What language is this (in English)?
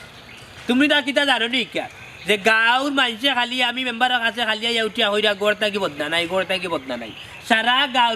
Sylheti